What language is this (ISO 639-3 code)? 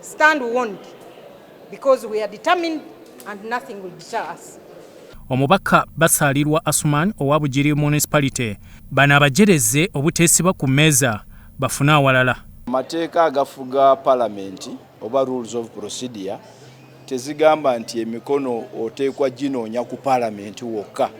lug